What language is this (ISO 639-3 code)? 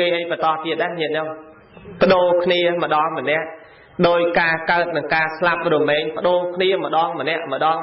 khm